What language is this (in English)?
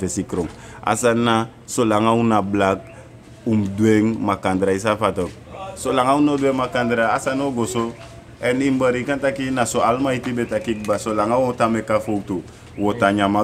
Sranan Tongo